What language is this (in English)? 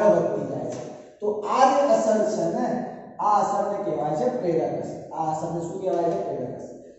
Gujarati